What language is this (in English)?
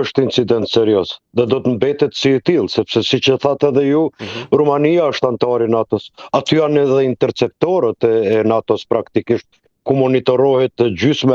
Albanian